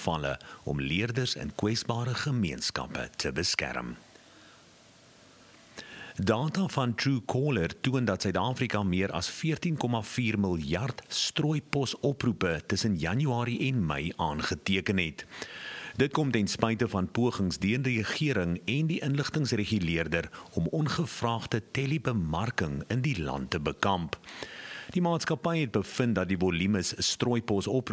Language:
Afrikaans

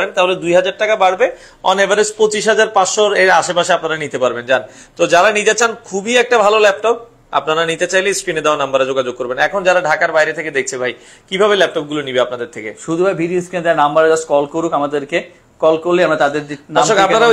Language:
Bangla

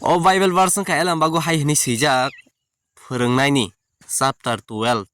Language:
Kok Borok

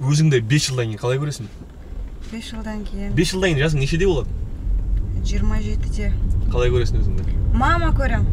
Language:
Kazakh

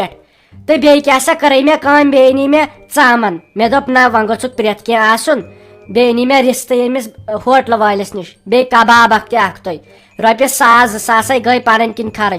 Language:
Kashmiri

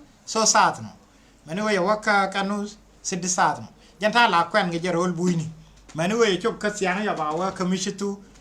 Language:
Nuer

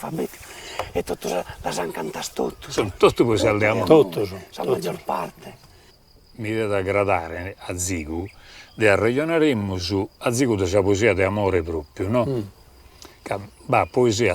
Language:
Sardinian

